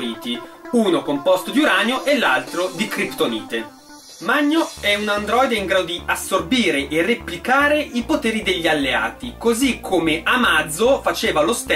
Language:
Italian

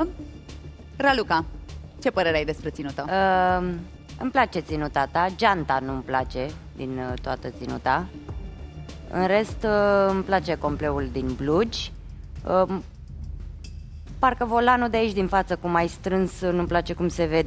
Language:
Romanian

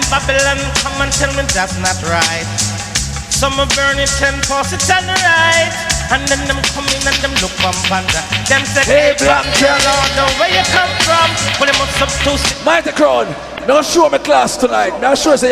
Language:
Jamaican Creole English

